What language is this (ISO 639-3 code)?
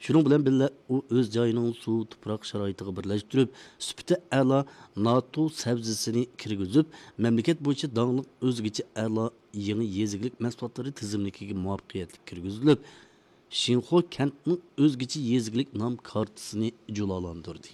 uig